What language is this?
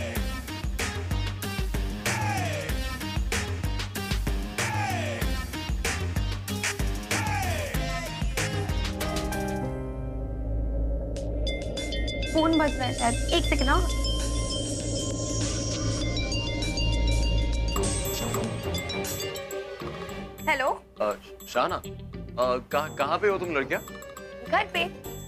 Hindi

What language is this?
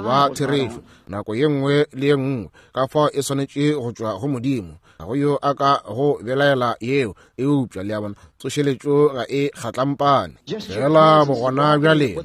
Northern Sotho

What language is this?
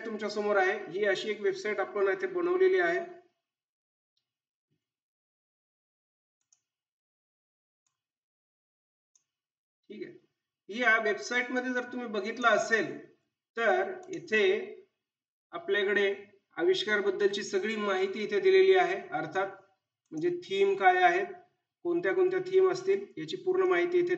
Marathi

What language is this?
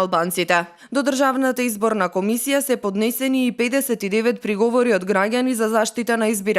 Macedonian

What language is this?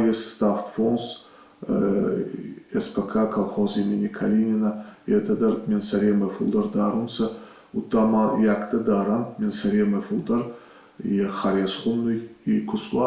Ossetic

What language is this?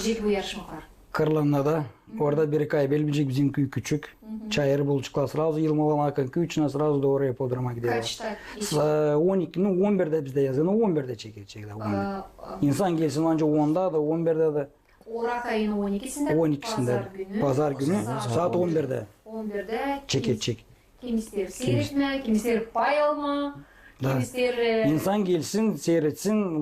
Gagauz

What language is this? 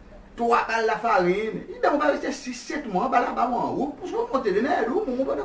Seselwa Creole French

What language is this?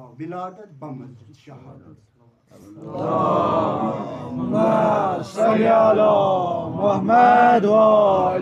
Kashmiri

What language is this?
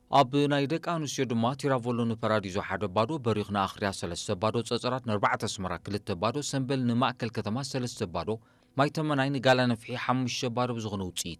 Tigrinya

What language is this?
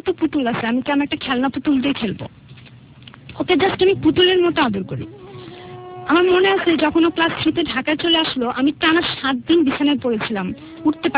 Bangla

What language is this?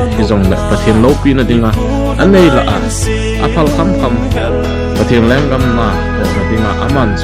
Thado Chin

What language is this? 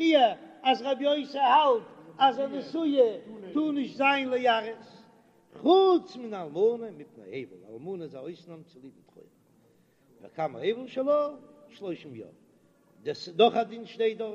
Yiddish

